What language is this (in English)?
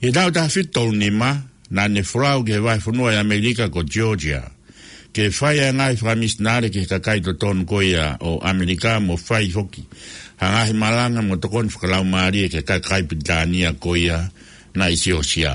Tongan